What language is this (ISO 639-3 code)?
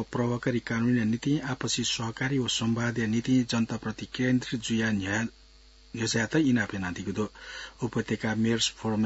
new